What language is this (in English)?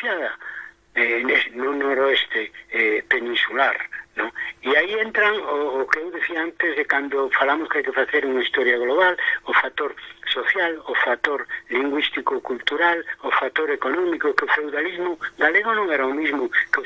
Galician